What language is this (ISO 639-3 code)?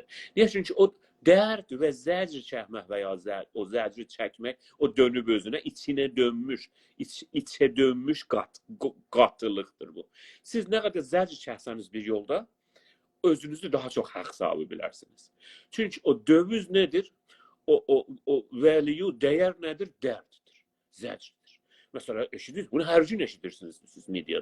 azb